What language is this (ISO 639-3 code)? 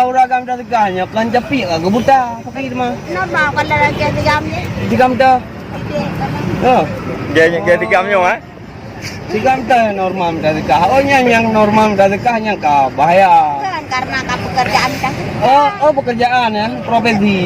ace